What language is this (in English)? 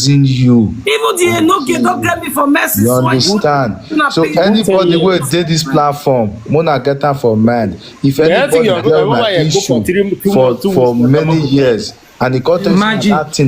Nigerian Pidgin